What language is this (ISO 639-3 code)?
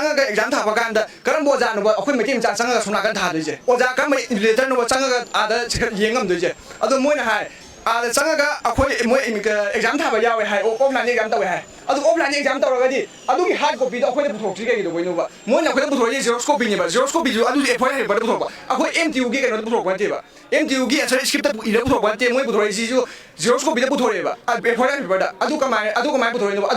mni